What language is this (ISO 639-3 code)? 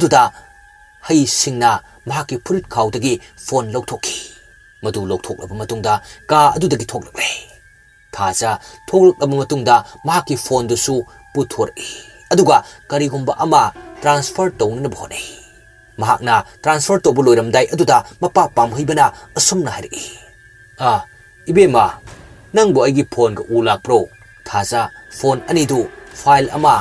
mni